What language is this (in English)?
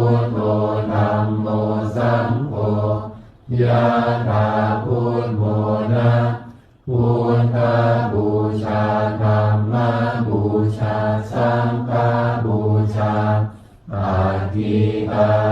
Pali